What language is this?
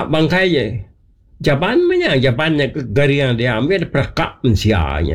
Iban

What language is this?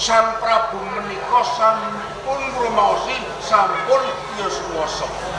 Javanese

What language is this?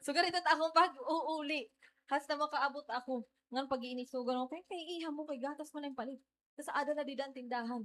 Waray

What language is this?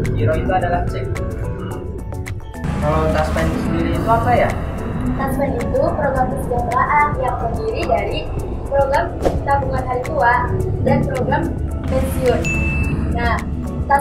Indonesian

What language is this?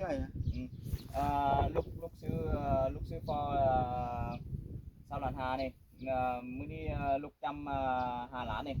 Lao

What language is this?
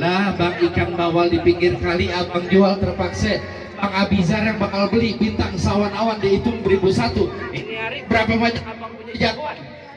Betawi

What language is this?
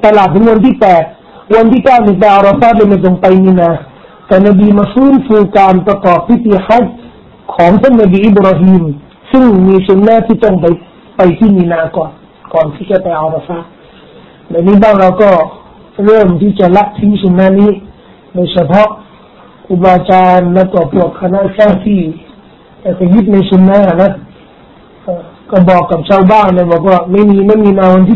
Thai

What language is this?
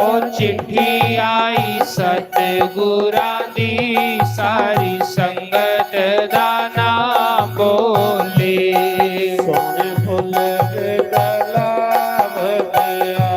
Dogri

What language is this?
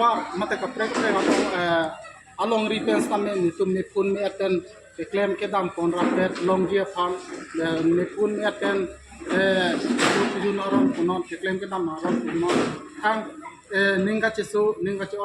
Karbi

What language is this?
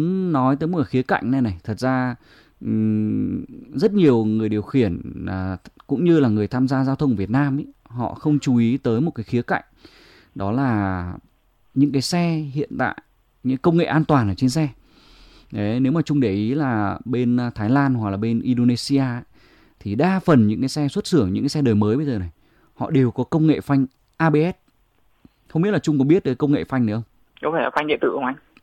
Vietnamese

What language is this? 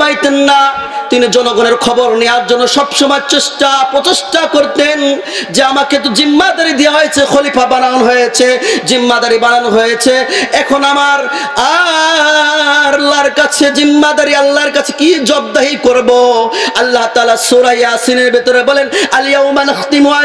Bangla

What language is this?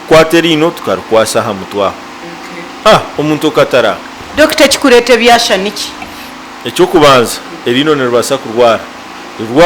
Nyankole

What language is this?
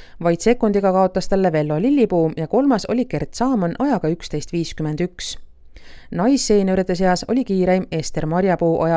Estonian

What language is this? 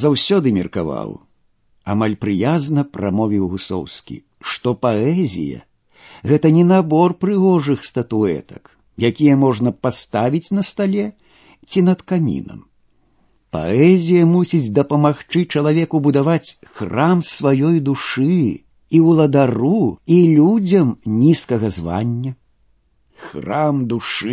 Belarusian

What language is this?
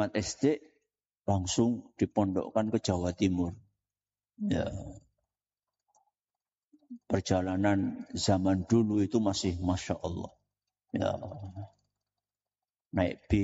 Indonesian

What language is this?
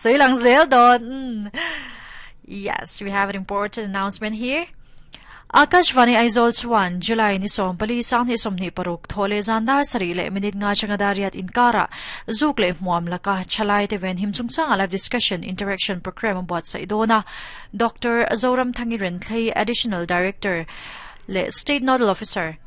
Mizo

